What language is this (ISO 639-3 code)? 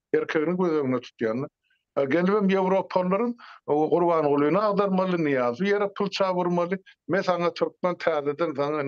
tuk